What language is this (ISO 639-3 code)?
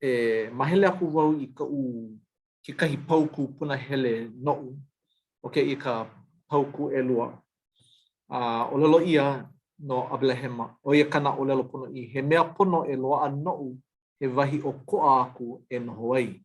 haw